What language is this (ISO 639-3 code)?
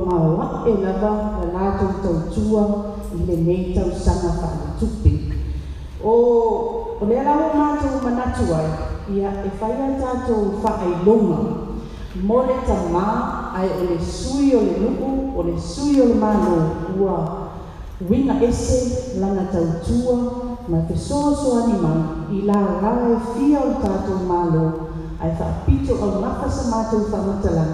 smo